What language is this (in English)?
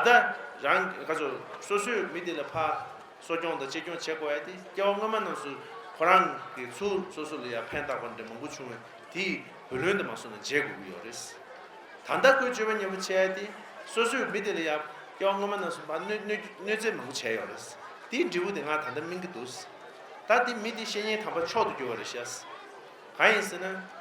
Tibetan